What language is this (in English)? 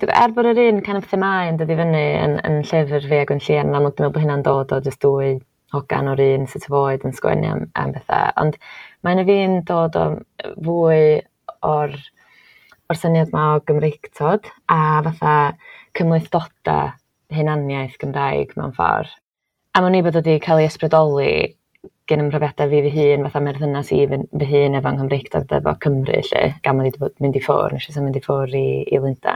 Welsh